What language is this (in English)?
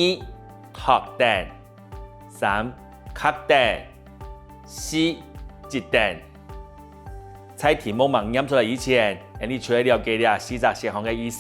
Hakka Chinese